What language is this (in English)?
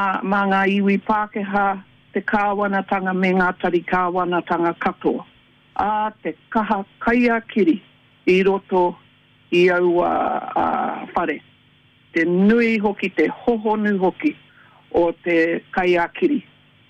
Māori